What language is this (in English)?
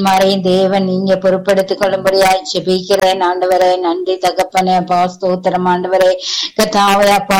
Tamil